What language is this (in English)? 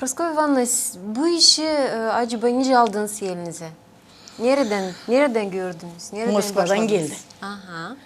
Gagauz